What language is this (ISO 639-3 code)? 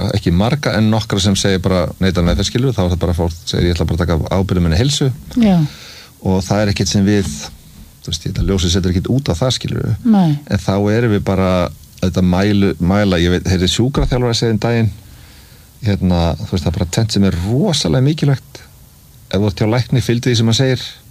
isl